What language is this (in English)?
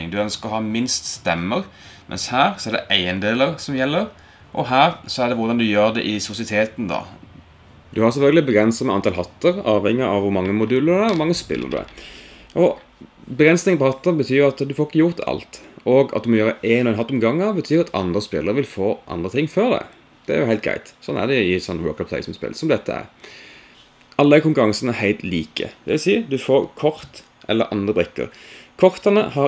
Norwegian